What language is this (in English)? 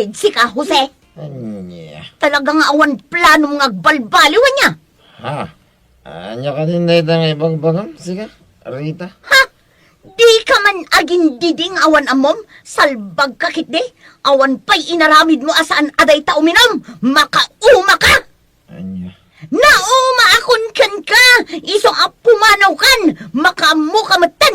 Iloko